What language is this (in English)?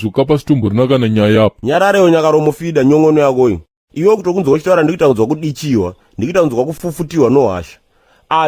Shona